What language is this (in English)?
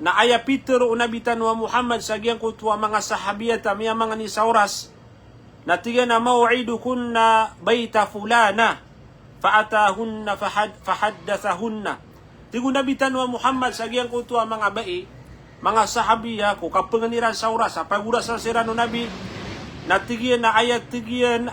Maranao